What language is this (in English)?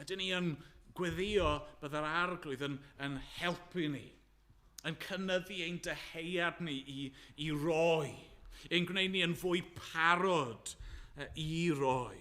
Welsh